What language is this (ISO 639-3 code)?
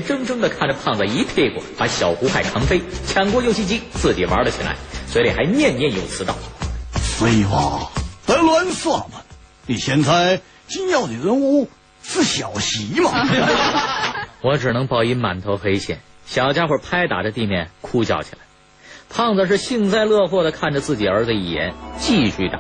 zho